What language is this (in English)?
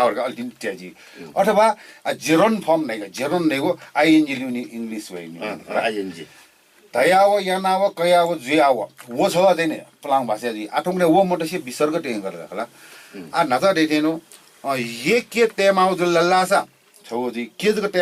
Newari